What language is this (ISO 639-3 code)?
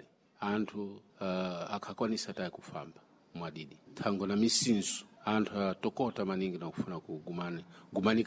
seh